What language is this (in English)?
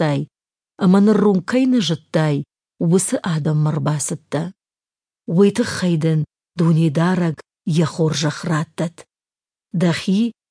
Ossetic